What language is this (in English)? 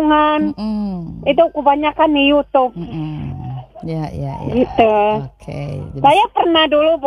Indonesian